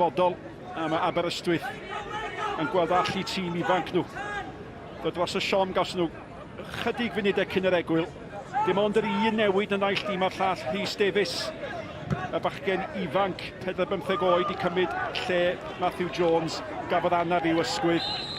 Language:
Welsh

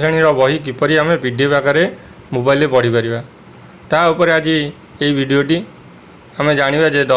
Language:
Odia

